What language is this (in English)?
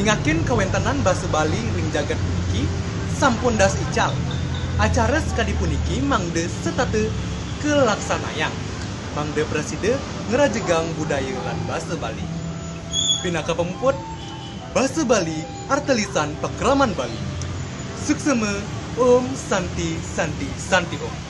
Balinese